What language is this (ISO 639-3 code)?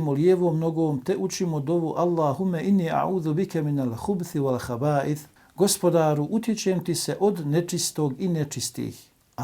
bos